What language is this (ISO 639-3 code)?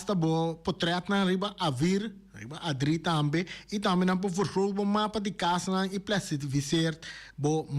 pap